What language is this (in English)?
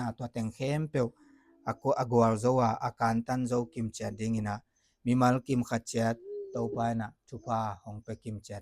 Tedim Chin